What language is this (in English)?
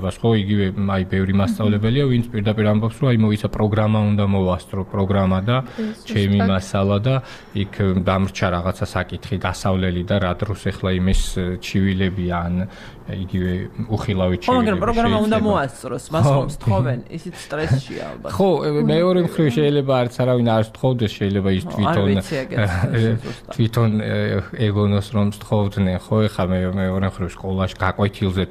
Georgian